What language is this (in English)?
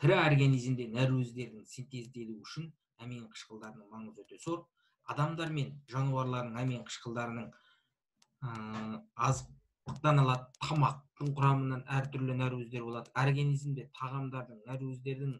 Kazakh